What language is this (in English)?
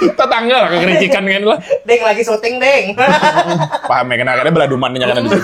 Banjar